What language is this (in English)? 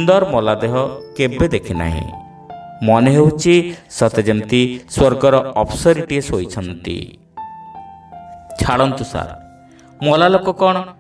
Odia